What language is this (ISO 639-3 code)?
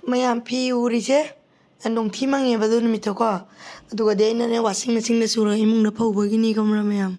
mni